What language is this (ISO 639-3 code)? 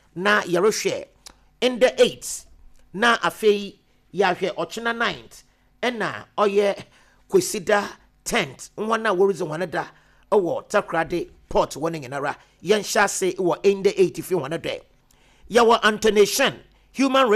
aka